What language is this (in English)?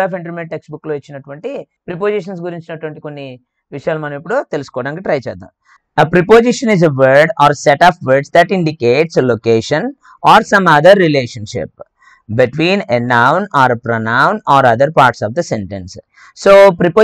Telugu